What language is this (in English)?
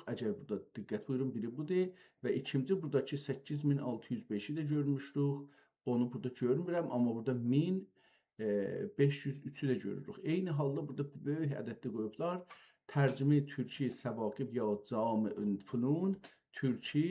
South Azerbaijani